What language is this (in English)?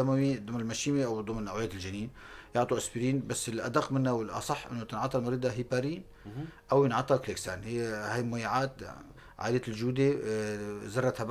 North Levantine Arabic